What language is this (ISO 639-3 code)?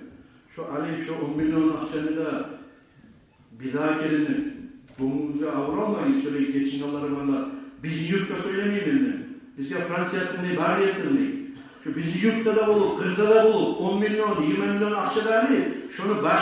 kum